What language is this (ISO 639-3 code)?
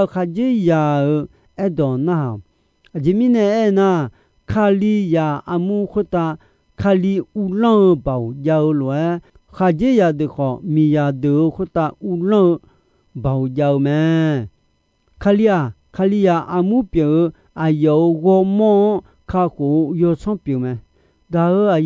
ahk